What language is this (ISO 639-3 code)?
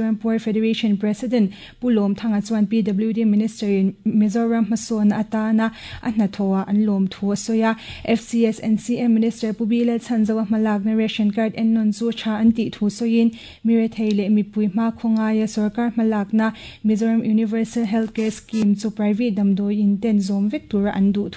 lus